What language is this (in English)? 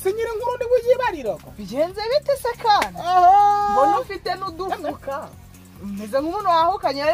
Kinyarwanda